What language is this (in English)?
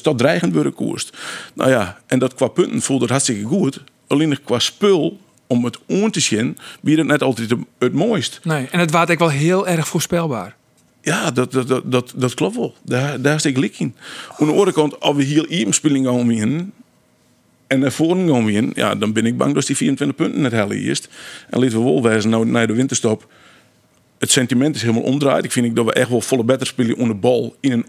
Western Frisian